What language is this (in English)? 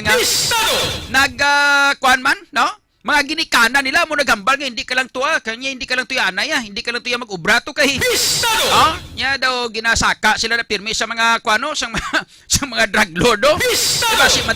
Hiligaynon